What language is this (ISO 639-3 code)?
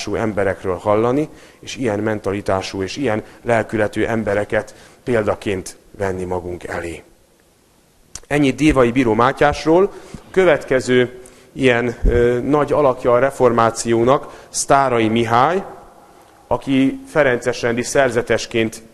hun